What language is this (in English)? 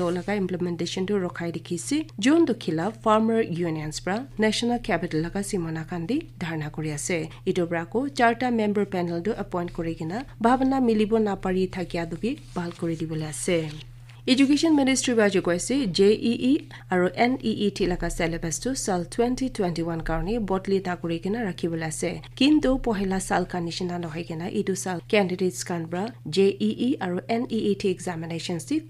Naga Pidgin